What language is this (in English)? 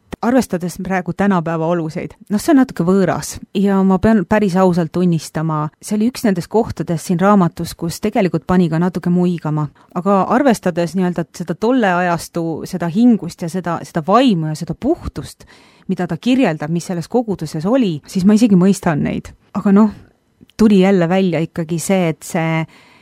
Estonian